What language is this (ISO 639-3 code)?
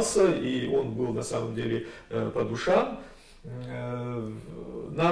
rus